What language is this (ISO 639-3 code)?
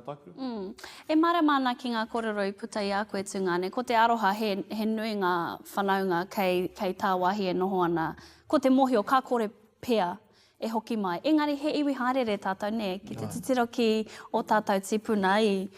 mri